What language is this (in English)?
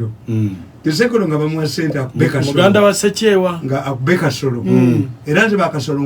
Ganda